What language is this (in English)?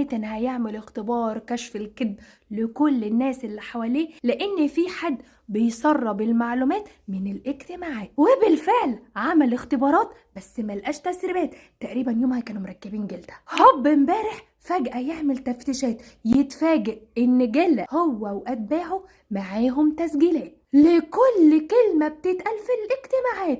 Egyptian Arabic